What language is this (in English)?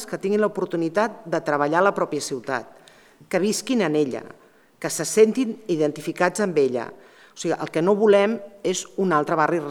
Catalan